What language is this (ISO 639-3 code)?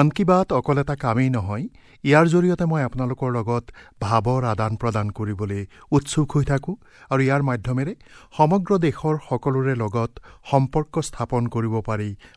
asm